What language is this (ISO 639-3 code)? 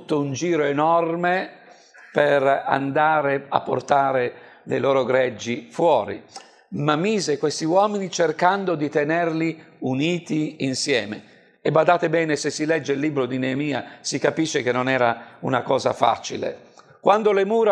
ita